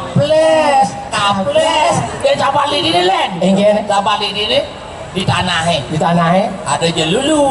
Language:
Balinese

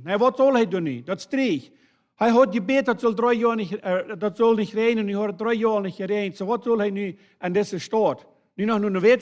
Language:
Plautdietsch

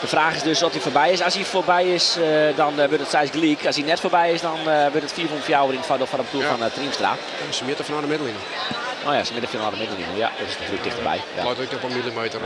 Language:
Western Frisian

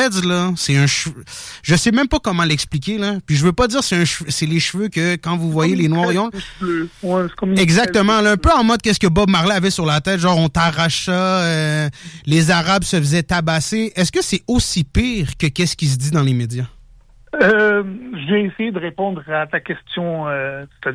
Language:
French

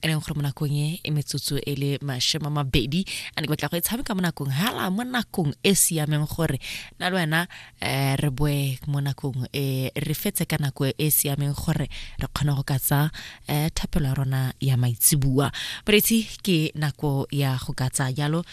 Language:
Tswana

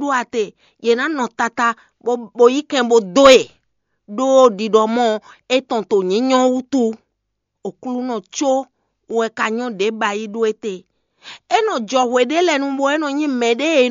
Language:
Fon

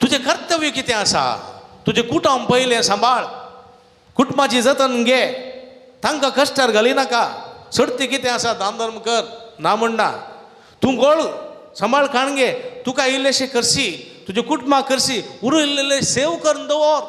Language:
Konkani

